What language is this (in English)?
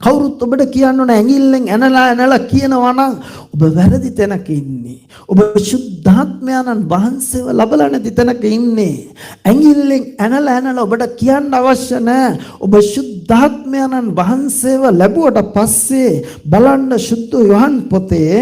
Sinhala